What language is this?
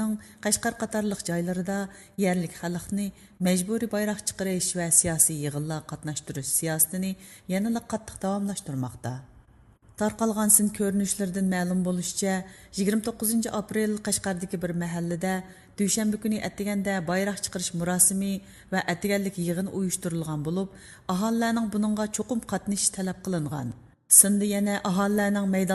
Uyghur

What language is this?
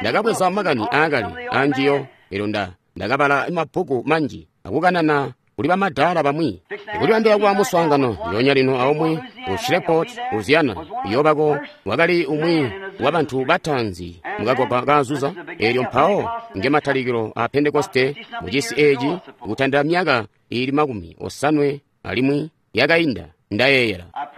Tonga (Zambia)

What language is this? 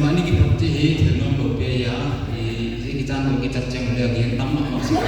Paite Chin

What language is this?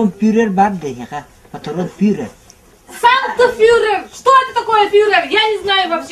Yakut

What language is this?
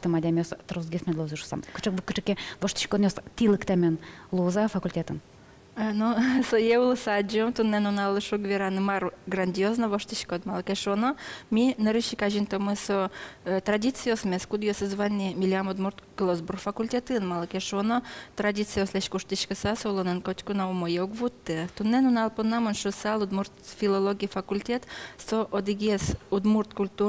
Udmurt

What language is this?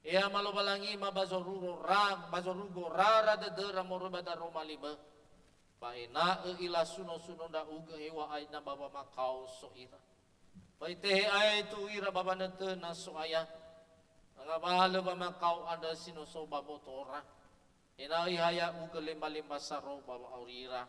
Nias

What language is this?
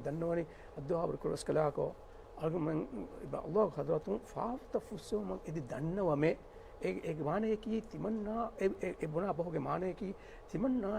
Divehi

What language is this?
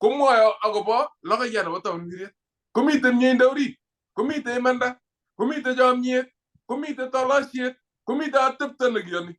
Kalenjin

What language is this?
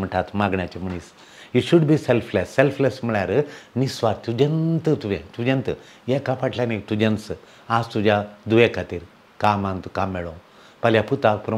Konkani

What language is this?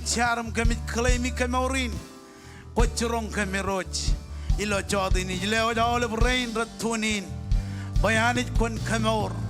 Marshallese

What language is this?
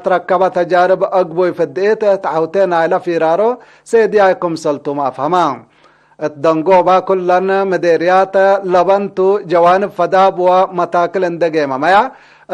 Tigre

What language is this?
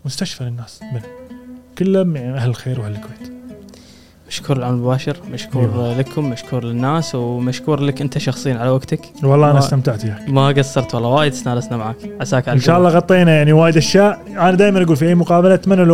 Gulf Arabic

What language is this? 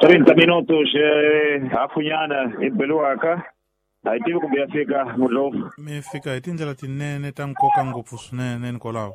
Tsonga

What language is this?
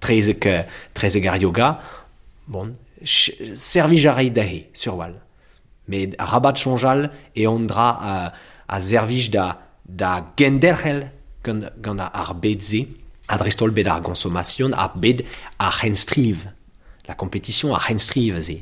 Breton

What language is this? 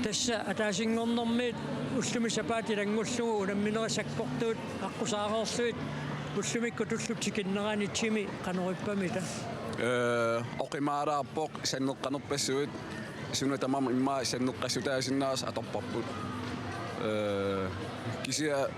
Kalaallisut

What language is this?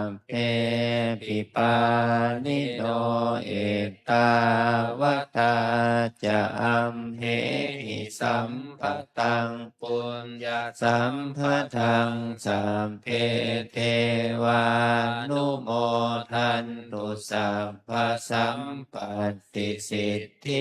Pali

